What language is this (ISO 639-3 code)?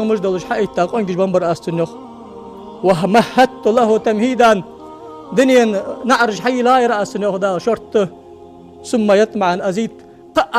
inh